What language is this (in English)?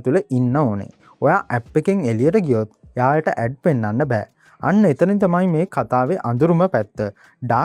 Sinhala